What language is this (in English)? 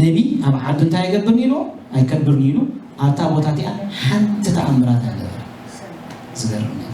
Tigrinya